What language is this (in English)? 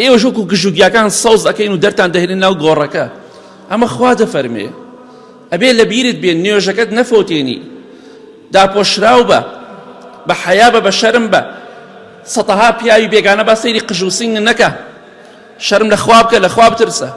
Central Kurdish